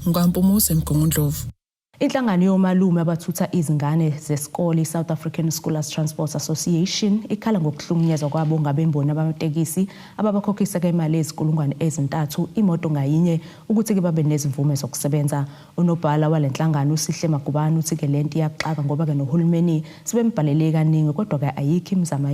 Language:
Zulu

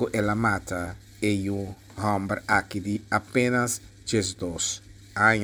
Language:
Papiamento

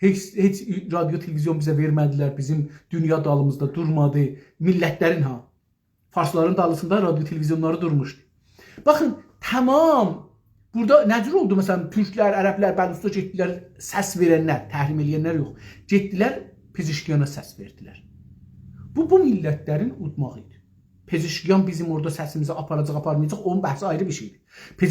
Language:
South Azerbaijani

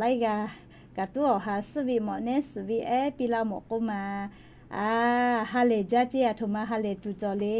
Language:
Lahu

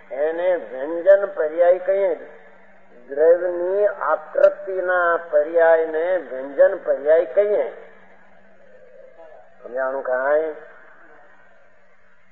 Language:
Gujarati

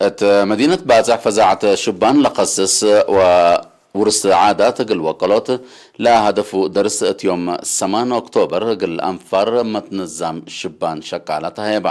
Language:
Tigre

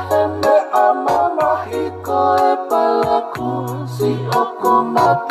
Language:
Tongan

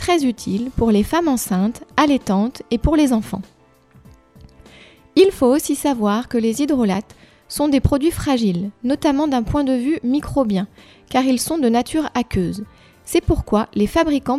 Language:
French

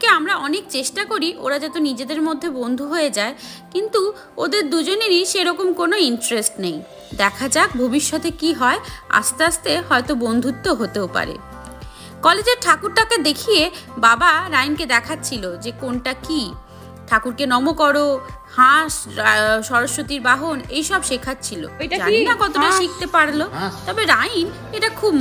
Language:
Bangla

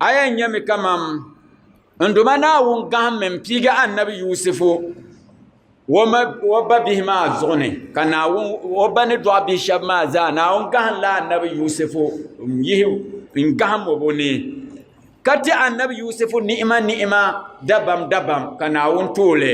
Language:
Dagbani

